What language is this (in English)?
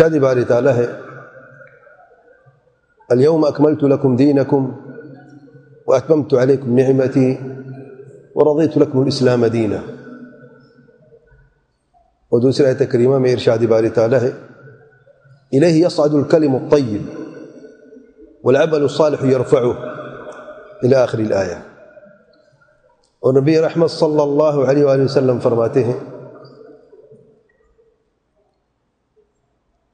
Urdu